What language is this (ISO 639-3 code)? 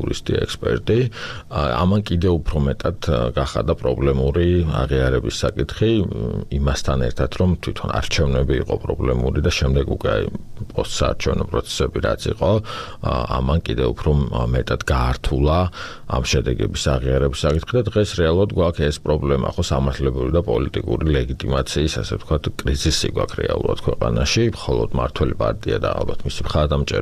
kat